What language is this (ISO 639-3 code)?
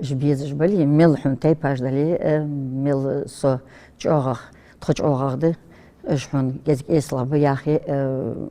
inh